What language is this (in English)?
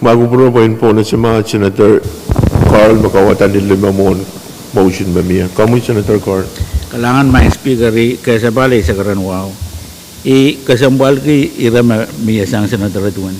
Pohnpeian